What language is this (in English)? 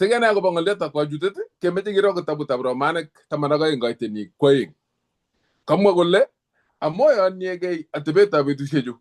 Kalenjin